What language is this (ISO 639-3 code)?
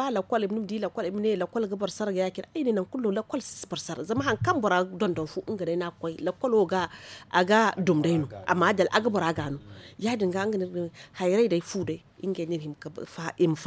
dje